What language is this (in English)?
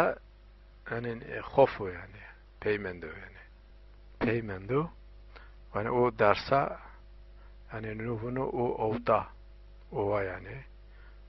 Zaza